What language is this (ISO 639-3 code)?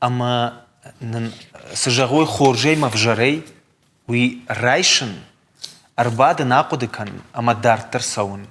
oss